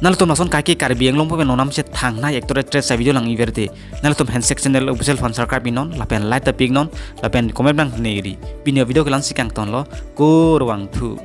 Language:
Karbi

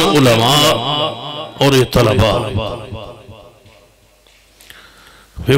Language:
Urdu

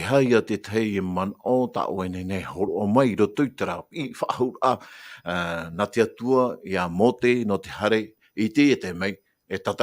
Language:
Tahitian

